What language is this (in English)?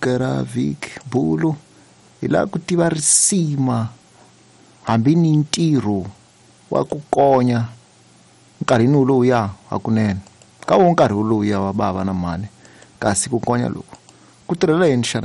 Tsonga